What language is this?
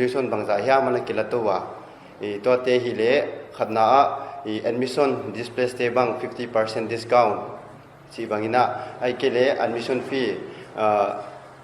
Paite Chin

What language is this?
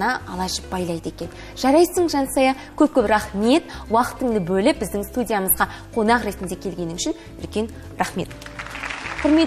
Kazakh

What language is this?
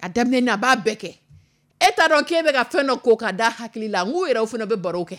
Dyula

